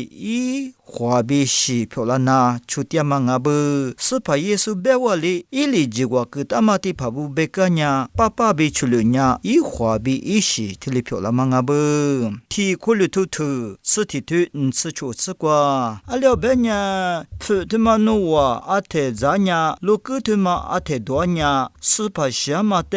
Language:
Lisu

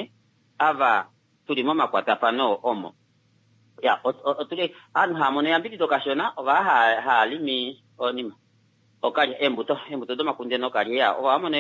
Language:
Kuanyama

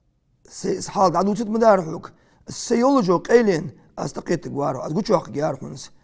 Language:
Ingush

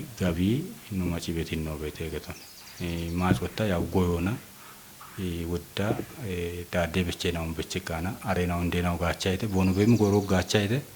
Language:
Kafa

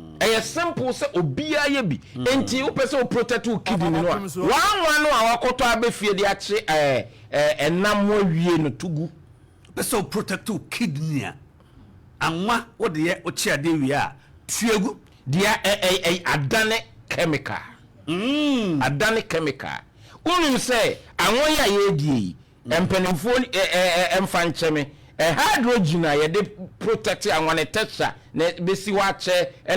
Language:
Akan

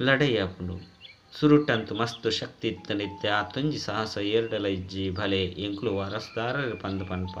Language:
Tulu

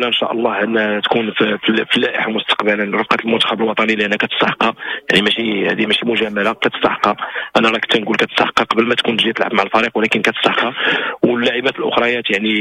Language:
Moroccan Arabic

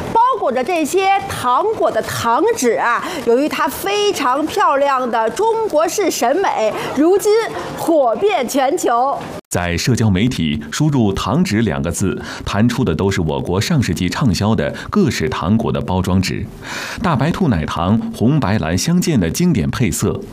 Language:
Chinese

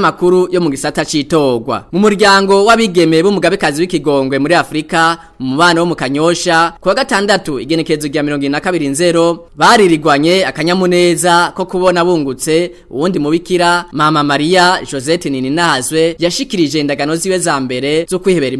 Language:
Rundi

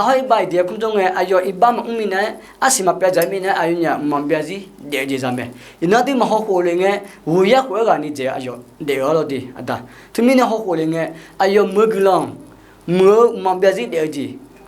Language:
Akha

